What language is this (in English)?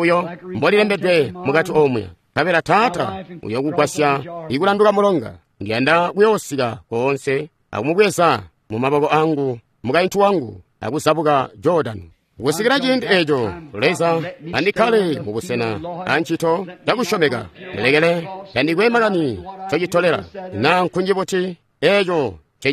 Tonga (Zambia)